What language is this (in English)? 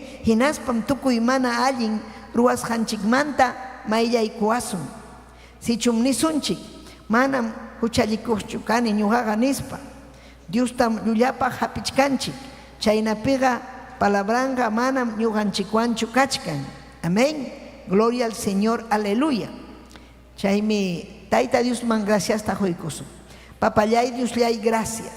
Ayacucho Quechua